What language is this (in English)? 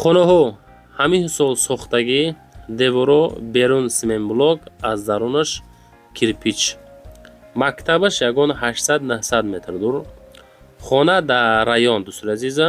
Tajik